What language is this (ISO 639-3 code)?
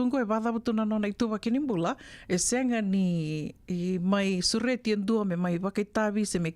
fij